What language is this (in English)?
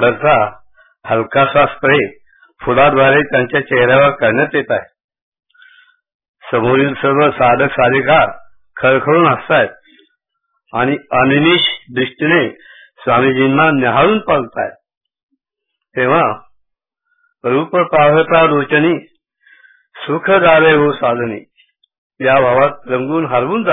Marathi